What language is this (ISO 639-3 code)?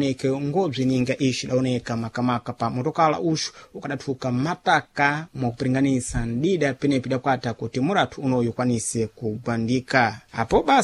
seh